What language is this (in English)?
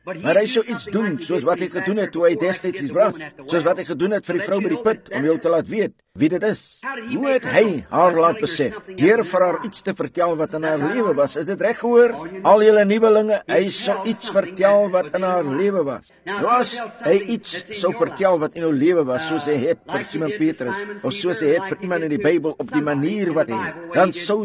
Afrikaans